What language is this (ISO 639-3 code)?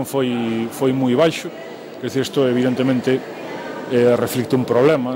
glg